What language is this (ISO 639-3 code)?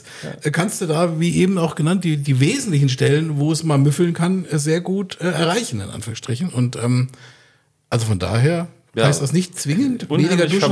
deu